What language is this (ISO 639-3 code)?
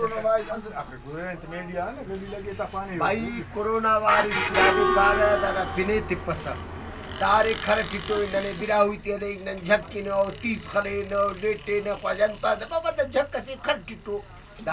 brh